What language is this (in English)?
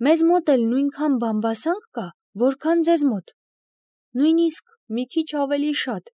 Armenian